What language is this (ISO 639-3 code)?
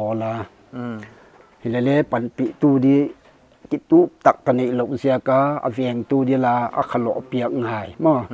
pck